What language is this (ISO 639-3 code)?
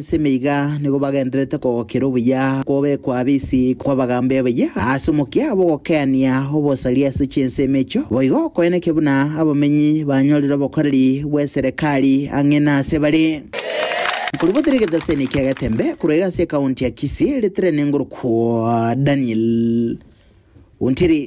guz